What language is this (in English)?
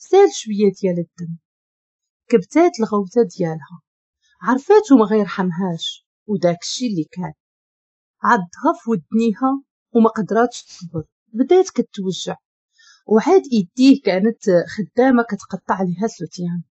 Moroccan Arabic